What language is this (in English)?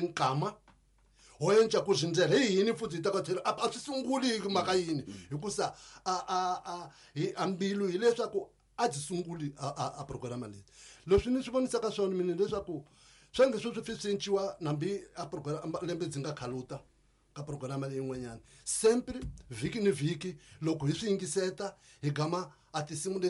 Tsonga